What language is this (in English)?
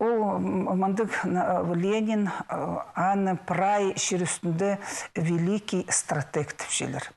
Khakas